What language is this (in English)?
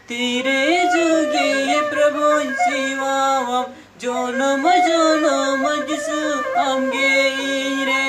Santali